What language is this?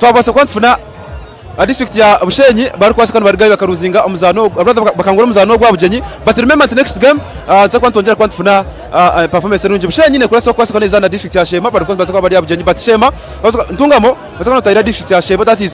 Nyankole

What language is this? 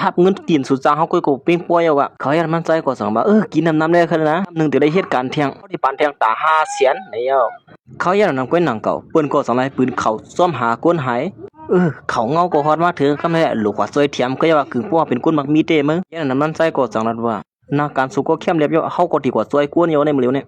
Shan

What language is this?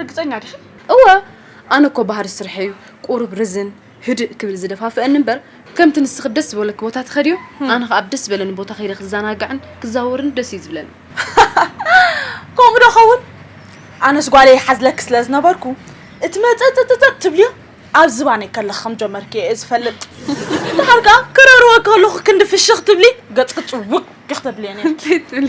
Tigrinya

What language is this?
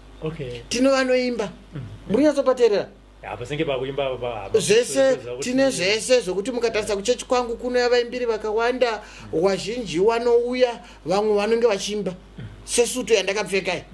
Shona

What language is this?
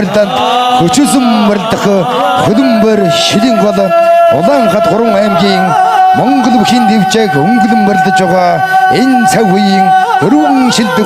Mongolian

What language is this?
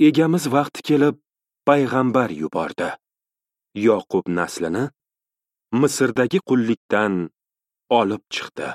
Uzbek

